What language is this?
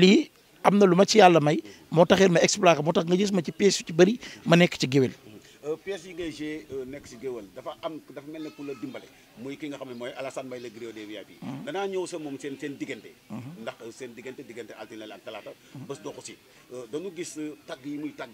Wolof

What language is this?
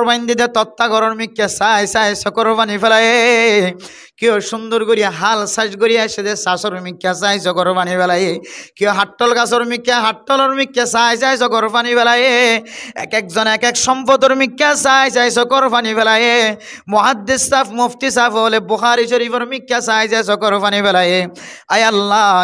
Rohingya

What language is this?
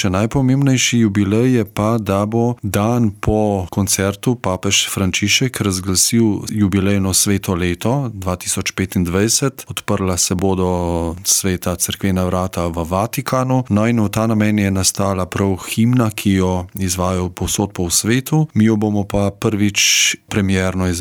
Slovenian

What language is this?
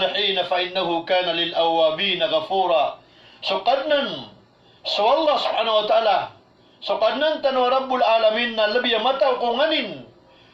Maranao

